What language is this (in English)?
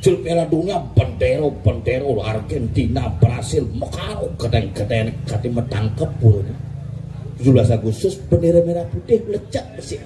Balinese